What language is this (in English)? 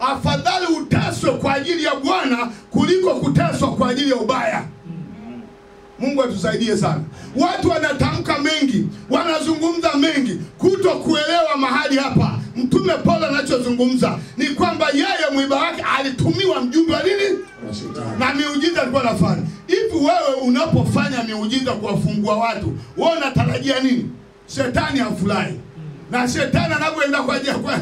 Swahili